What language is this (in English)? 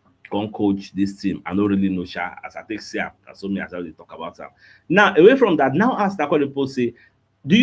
Nigerian Pidgin